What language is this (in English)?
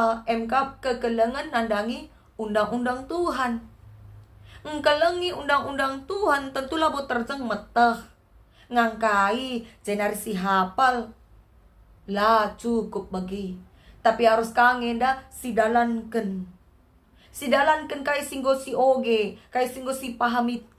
Batak Karo